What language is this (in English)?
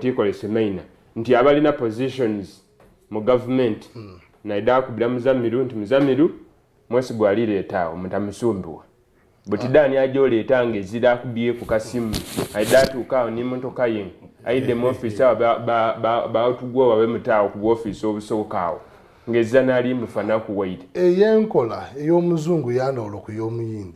Soga